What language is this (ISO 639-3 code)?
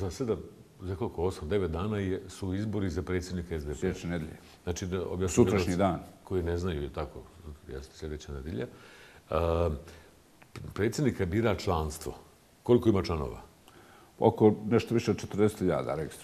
bos